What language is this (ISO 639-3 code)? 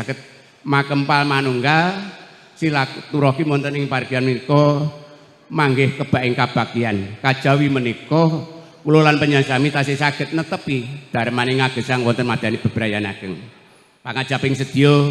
jav